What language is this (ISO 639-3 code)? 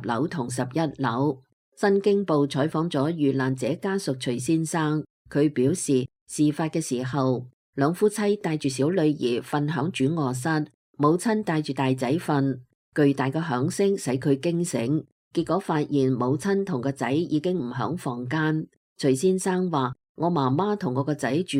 yue